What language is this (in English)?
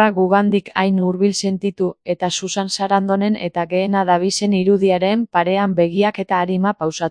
Basque